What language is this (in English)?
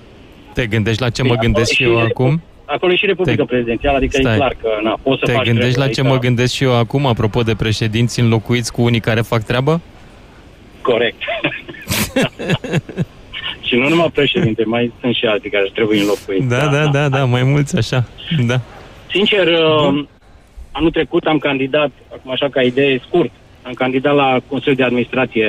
Romanian